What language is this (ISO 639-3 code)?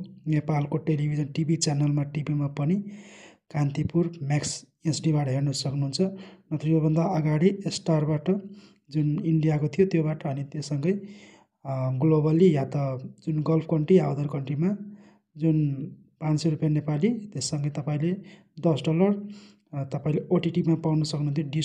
nep